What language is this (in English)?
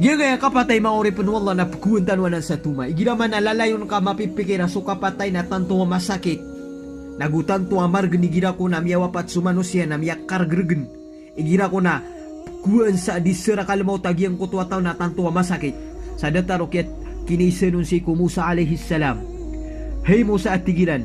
Maranao